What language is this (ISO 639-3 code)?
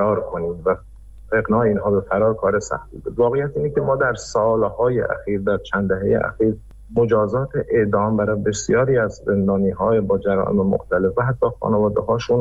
fas